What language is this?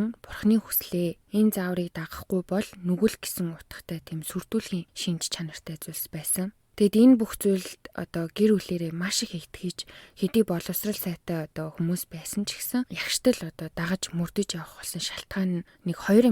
Mongolian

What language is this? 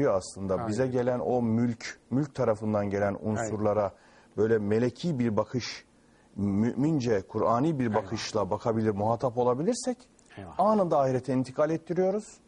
Turkish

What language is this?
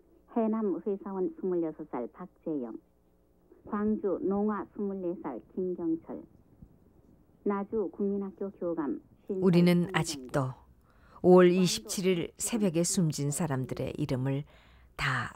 Korean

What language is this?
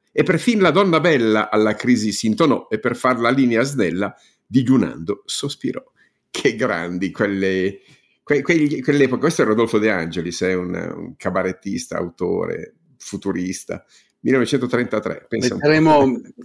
Italian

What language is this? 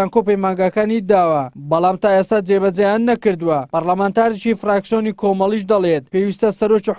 Central Kurdish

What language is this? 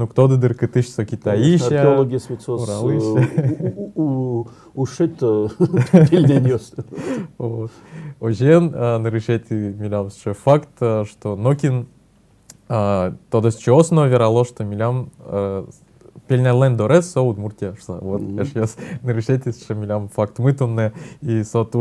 Udmurt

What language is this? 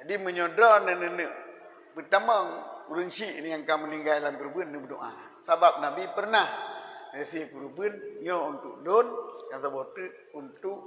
Achinese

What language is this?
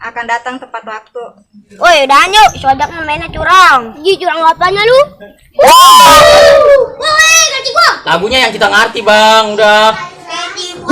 Betawi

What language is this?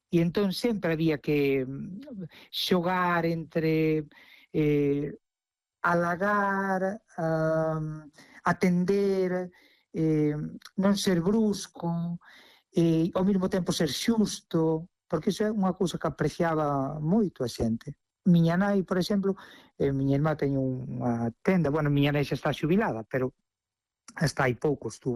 Galician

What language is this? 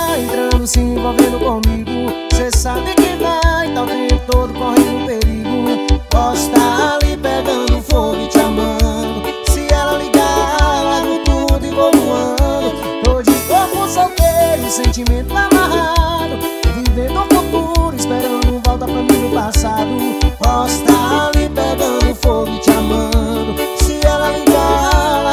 Portuguese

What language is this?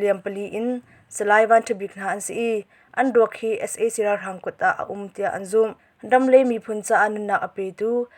Hakha Chin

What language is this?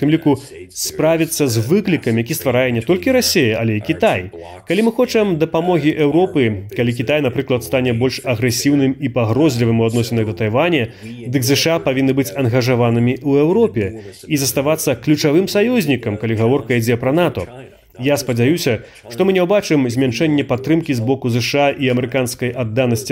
Belarusian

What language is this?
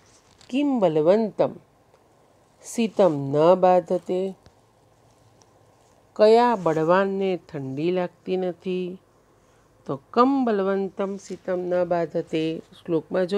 Gujarati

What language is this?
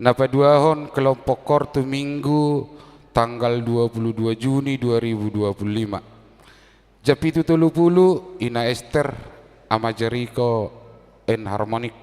Batak Toba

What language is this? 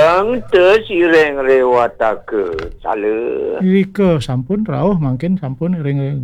Balinese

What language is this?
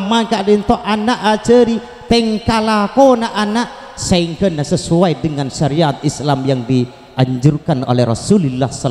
Madurese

